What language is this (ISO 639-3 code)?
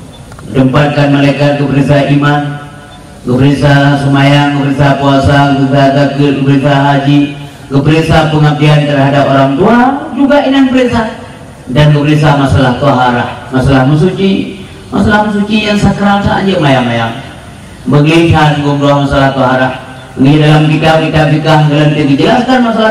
ace